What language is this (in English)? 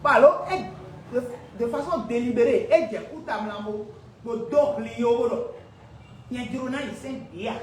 Fon